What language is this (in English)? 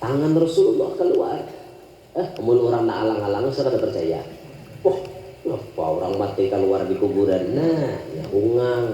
Banjar